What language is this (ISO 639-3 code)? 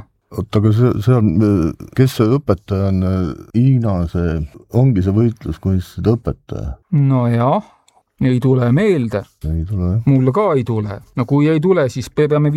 est